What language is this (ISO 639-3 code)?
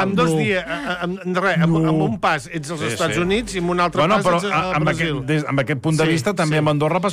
cat